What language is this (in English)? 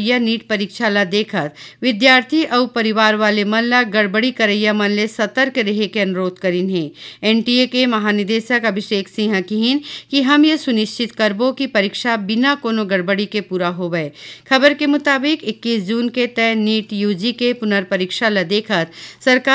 Chhattisgarhi